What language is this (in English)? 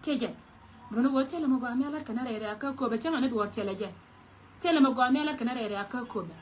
Nuer